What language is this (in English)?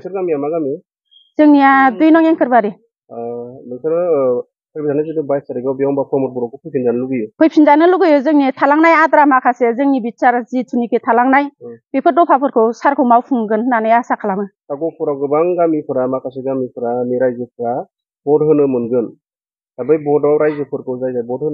Bodo